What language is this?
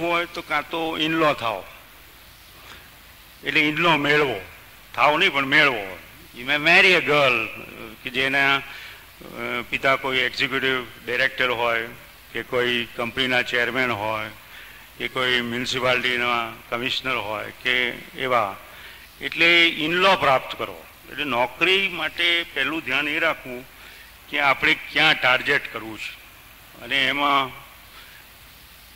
Gujarati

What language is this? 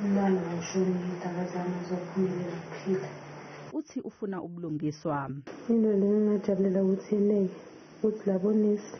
Zulu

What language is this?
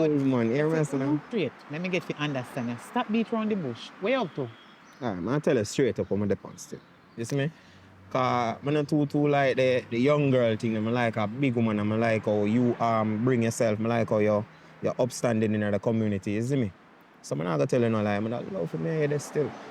Jamaican Creole English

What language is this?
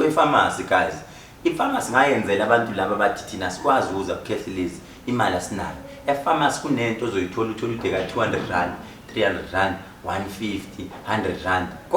Zulu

